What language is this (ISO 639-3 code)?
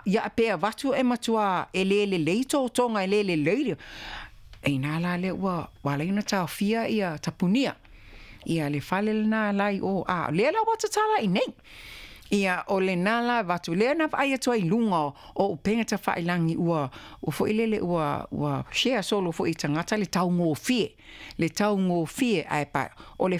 smo